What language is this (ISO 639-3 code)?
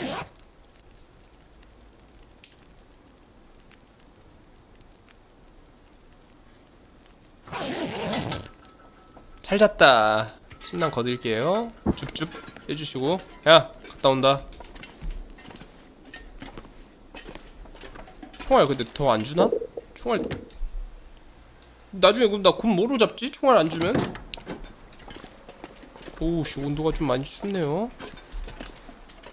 kor